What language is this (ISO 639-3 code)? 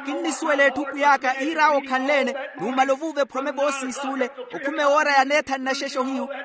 vmw